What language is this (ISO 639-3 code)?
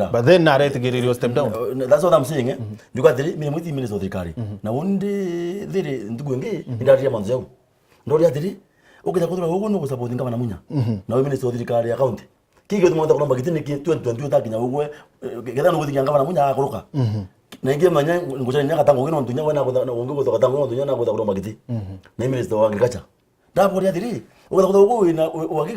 mer